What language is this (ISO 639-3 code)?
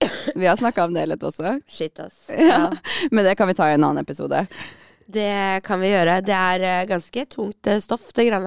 nor